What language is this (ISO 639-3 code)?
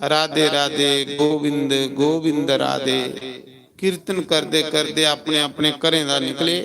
doi